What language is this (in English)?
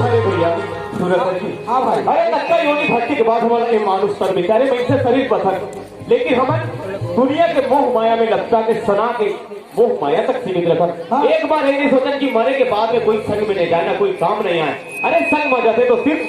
Chhattisgarhi